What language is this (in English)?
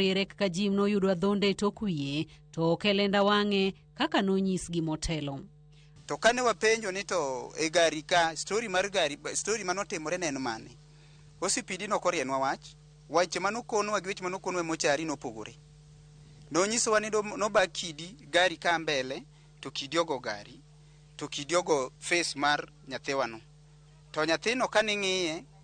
Luo (Kenya and Tanzania)